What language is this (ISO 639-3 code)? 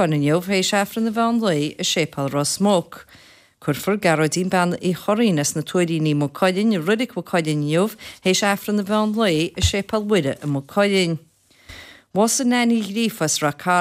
gle